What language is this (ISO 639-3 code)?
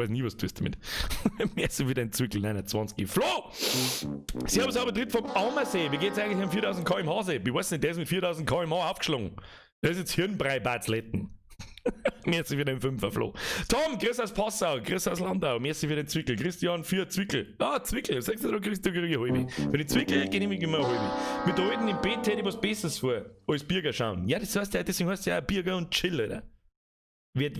bar